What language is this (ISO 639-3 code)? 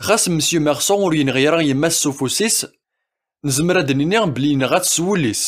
kab